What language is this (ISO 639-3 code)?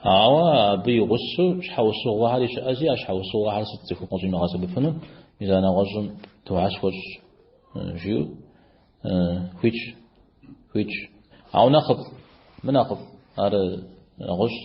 kbd